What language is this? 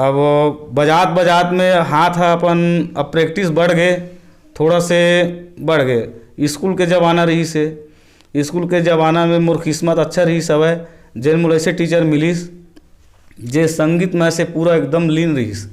Chhattisgarhi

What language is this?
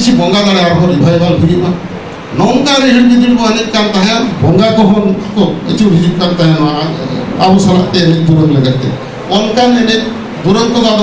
Santali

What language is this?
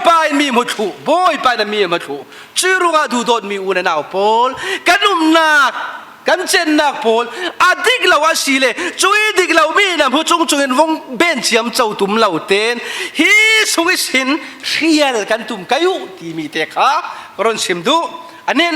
Falam Chin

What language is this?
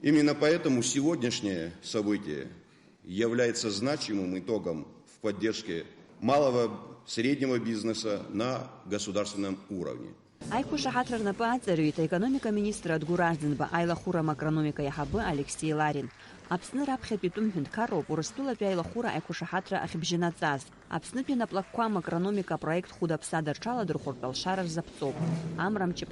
Abkhazian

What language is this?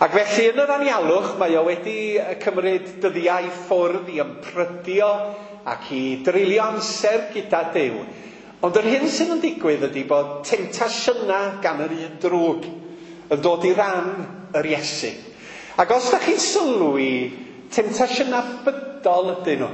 Welsh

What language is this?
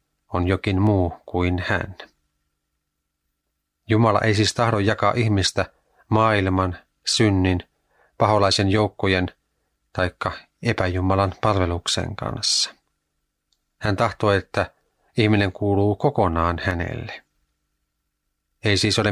Finnish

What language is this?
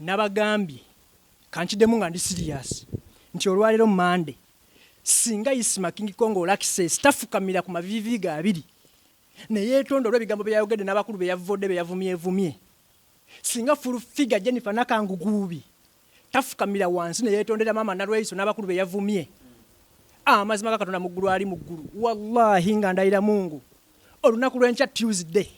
Ganda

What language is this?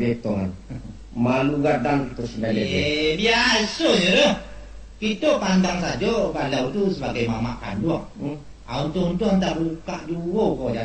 Minangkabau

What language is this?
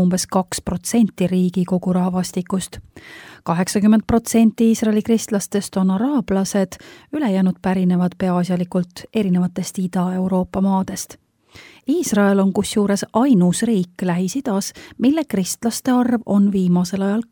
Estonian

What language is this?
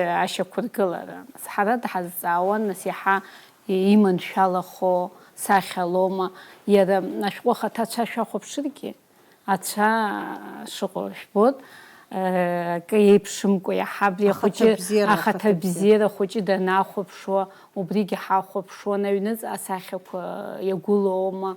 Abkhazian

